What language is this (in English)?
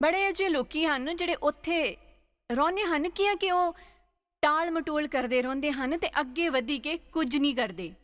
Dogri